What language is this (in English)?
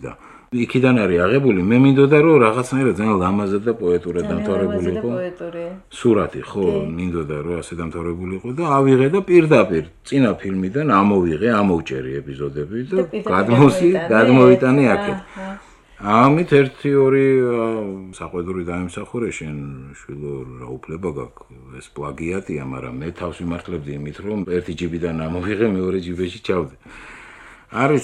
Georgian